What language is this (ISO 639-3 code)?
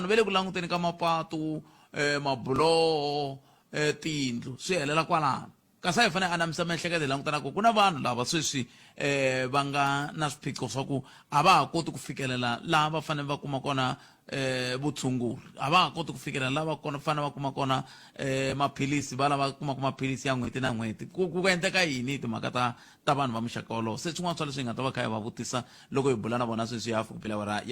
tso